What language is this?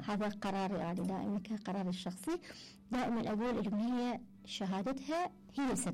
Mesopotamian Arabic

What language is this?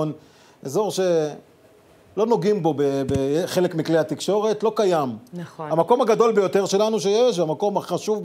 Hebrew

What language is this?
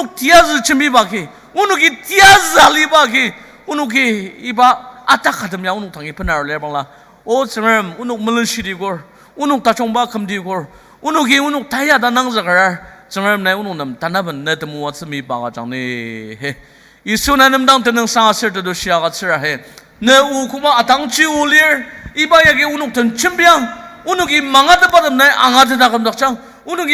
Ao Naga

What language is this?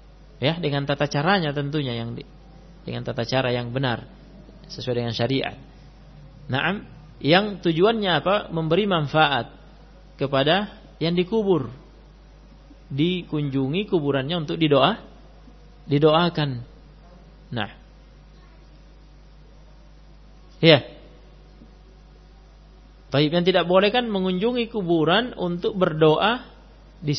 Indonesian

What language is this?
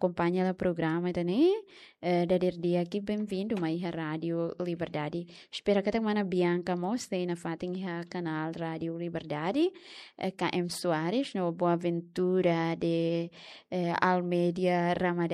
Tetum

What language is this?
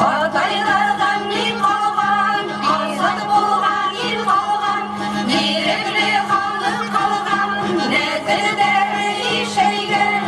Bashkir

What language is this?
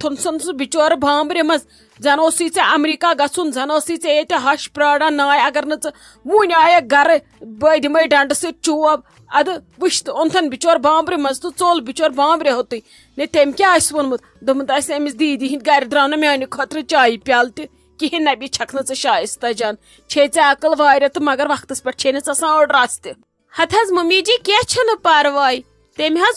Kashmiri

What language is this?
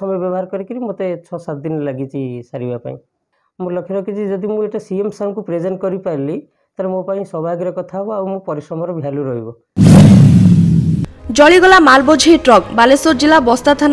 Odia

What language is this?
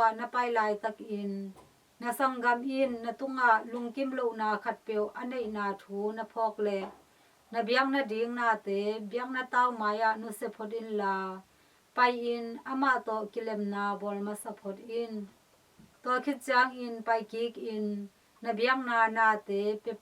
Tedim Chin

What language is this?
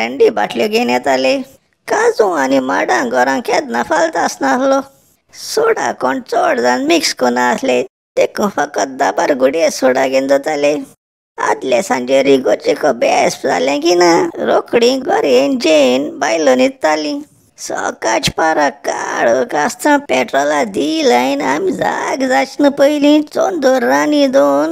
Konkani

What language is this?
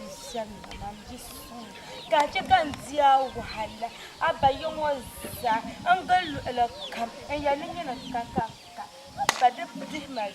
Dagbani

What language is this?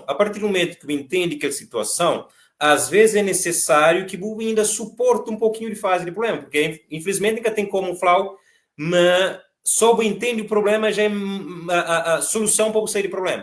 Kabuverdianu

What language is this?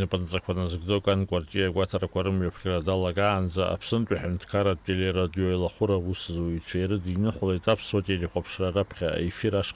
Abkhazian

